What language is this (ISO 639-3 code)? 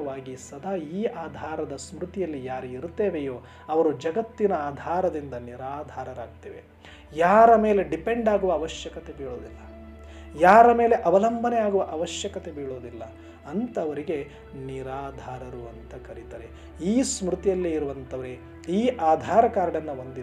kan